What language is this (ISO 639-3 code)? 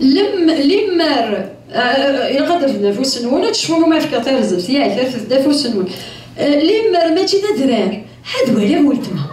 kab